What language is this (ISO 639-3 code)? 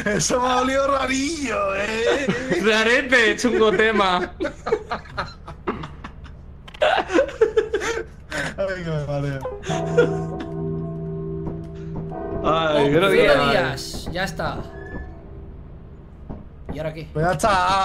spa